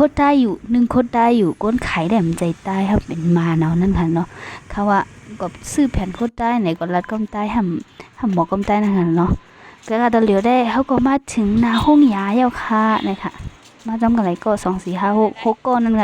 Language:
Shan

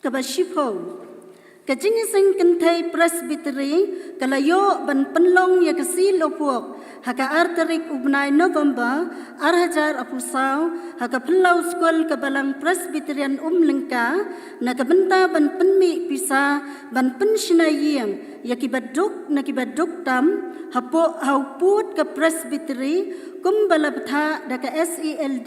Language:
Khasi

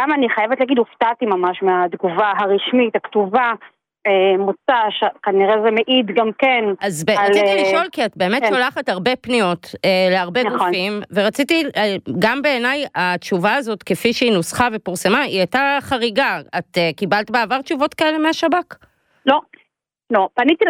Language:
Hebrew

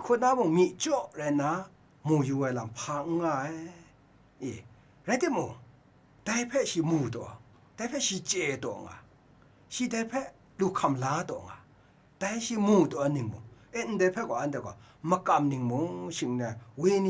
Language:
Kachin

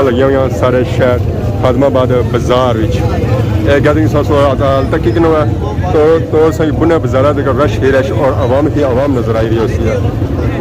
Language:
Pahari-Potwari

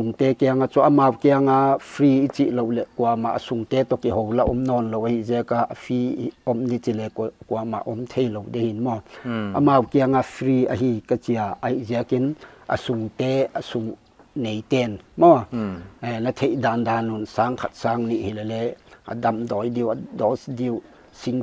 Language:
Paite Chin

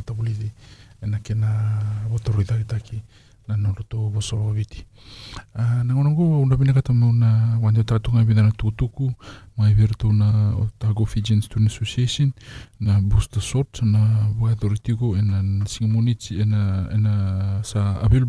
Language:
Fijian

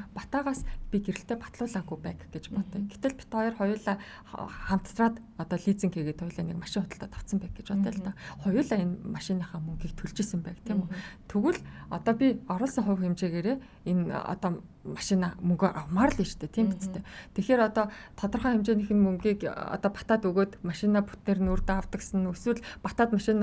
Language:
Mongolian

